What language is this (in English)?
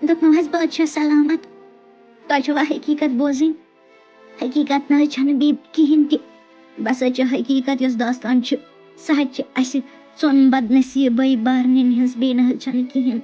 Kashmiri